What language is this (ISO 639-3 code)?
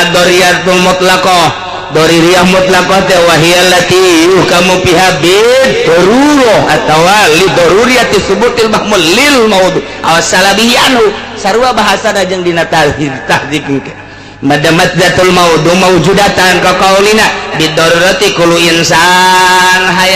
sun